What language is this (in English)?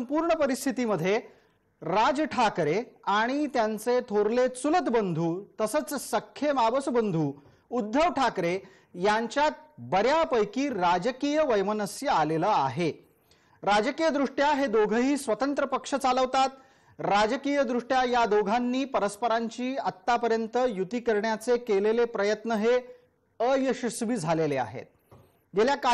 Marathi